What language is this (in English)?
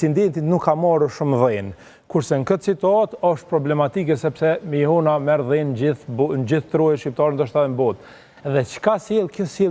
Albanian